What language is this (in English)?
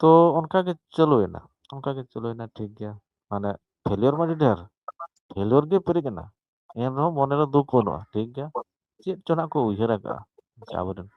Santali